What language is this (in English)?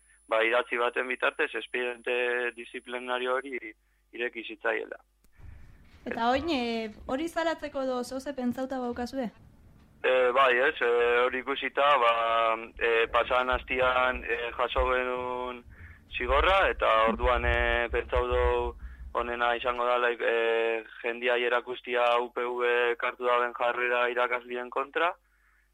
Basque